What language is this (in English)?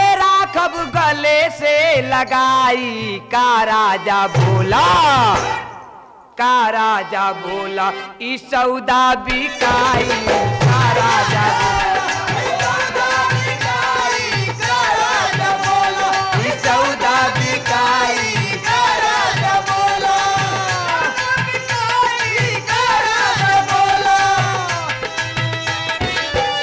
Bhojpuri